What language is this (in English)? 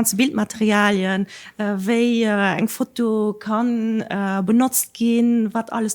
Luxembourgish